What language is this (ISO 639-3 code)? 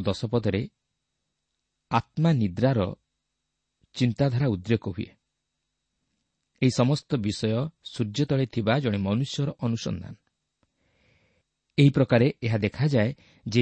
ori